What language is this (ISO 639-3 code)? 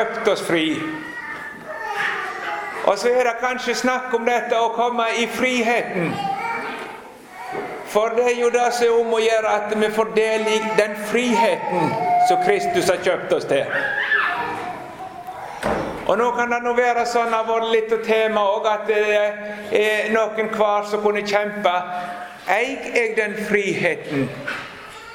nor